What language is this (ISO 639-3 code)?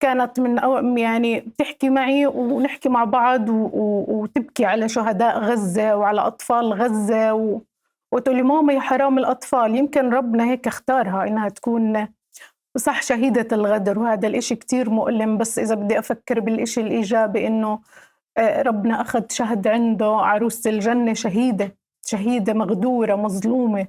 apc